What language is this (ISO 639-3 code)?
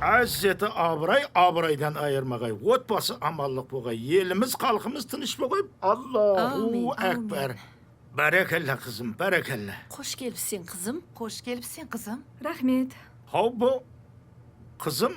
kaa